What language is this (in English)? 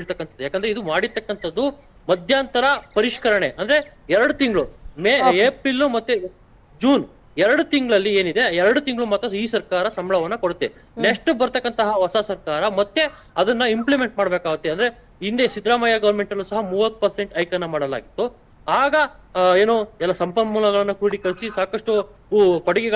Kannada